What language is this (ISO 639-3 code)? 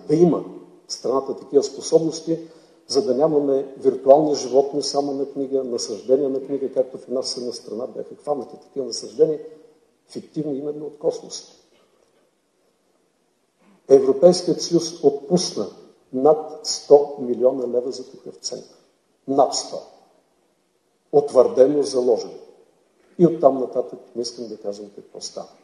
bul